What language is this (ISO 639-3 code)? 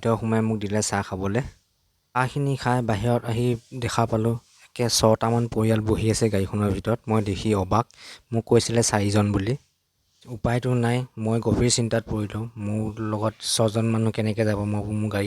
asm